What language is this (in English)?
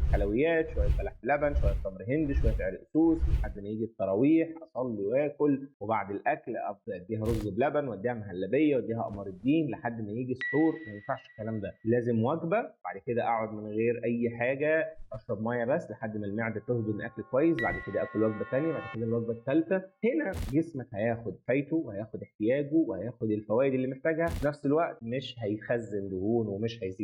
Egyptian Arabic